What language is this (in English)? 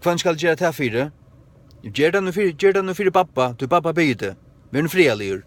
Faroese